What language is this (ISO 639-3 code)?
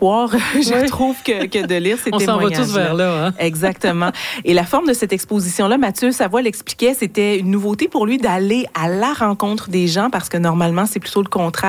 fra